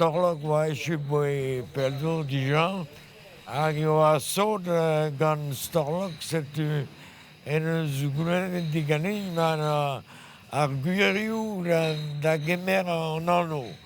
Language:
Breton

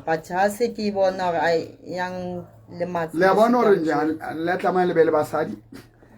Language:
Southern Sotho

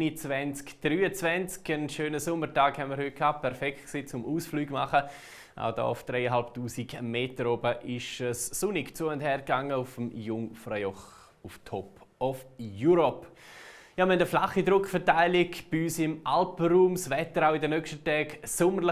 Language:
Swiss German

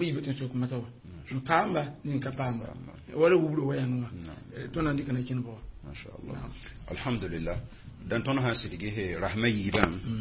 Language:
Mossi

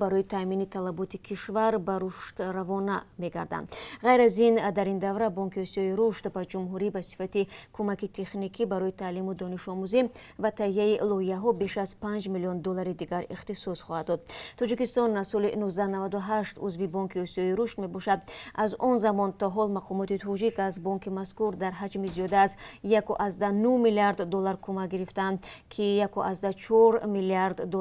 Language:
Tajik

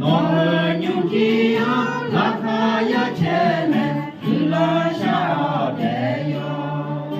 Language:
Akha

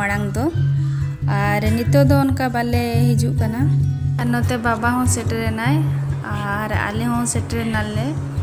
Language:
Santali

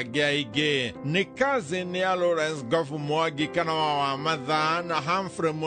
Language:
Kikuyu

